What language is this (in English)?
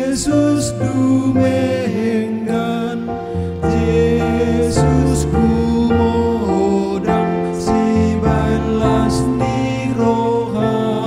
Batak Toba